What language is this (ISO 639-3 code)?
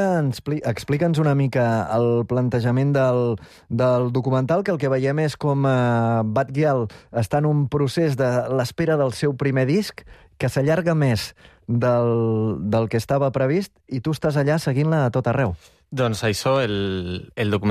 cat